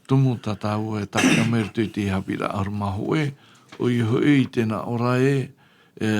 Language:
Tahitian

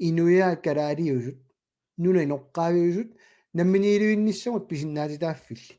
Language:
Kalaallisut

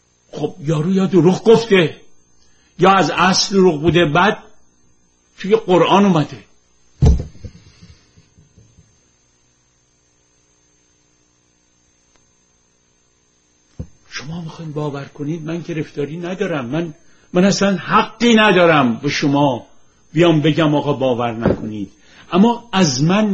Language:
Persian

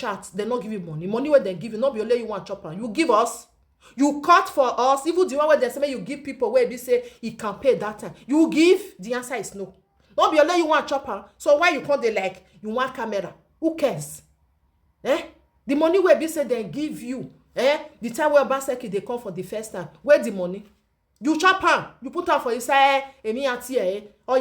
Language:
Nigerian Pidgin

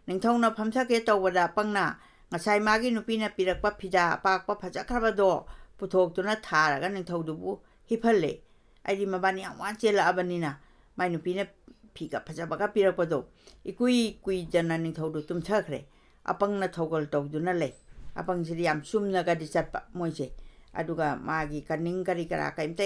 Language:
Manipuri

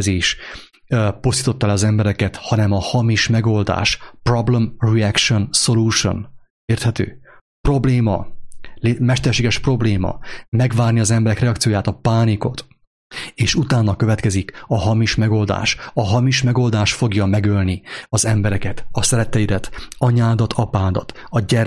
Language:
Hungarian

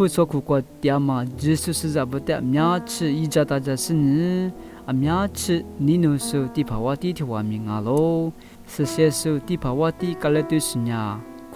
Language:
Lisu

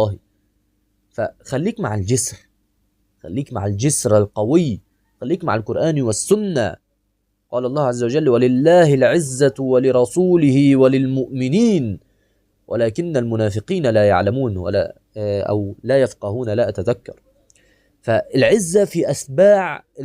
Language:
Egyptian Arabic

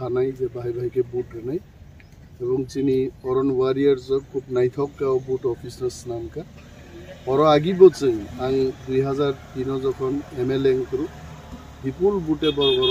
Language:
Kok Borok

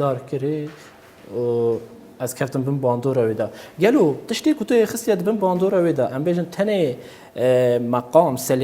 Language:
Kurdish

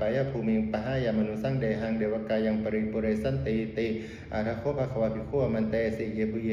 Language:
Pali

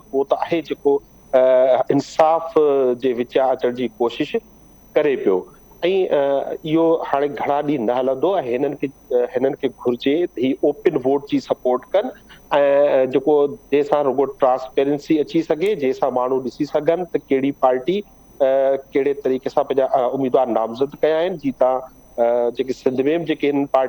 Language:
Sindhi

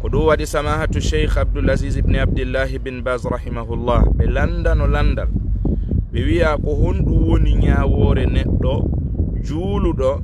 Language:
Fula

